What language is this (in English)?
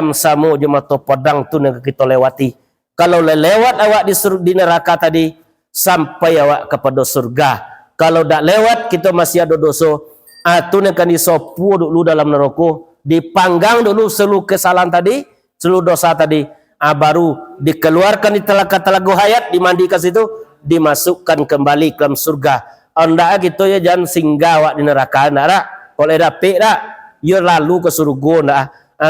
Minangkabau